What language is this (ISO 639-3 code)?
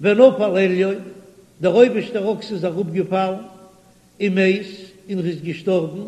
yid